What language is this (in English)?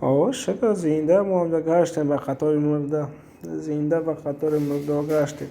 Tajik